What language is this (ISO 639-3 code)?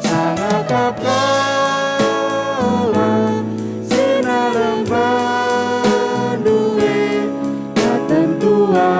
btx